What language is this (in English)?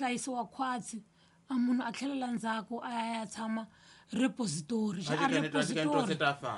Tsonga